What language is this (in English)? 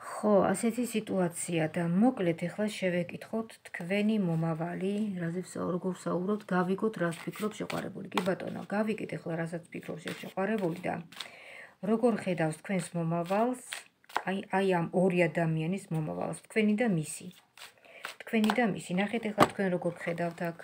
Georgian